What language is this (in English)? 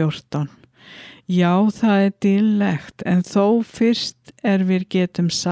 Icelandic